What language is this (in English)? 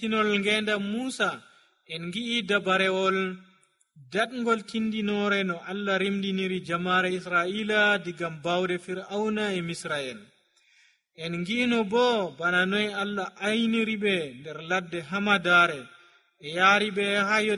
Nigerian Fulfulde